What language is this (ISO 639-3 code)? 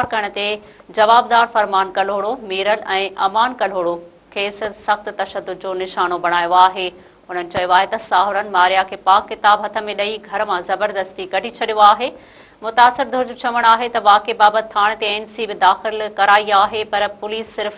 snd